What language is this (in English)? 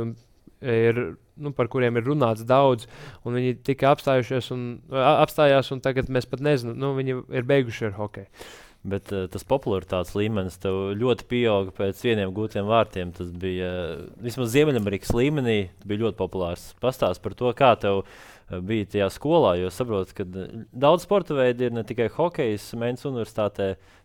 Latvian